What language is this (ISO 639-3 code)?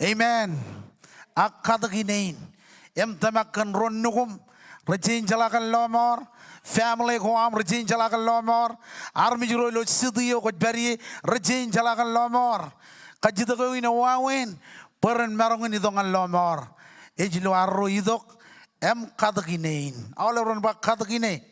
mah